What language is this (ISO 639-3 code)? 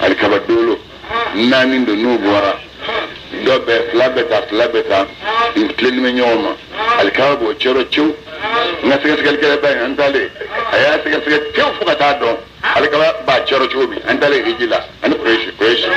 bam